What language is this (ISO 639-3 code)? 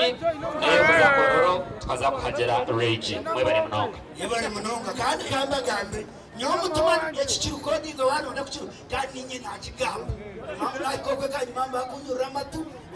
nyn